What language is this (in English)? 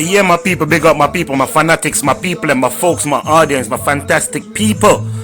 Jamaican Creole English